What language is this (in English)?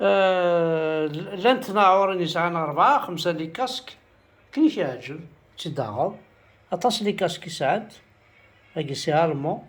Kabyle